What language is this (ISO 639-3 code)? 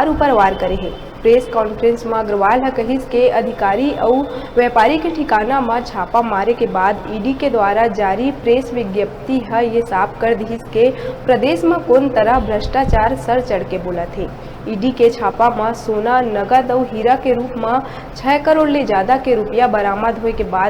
hne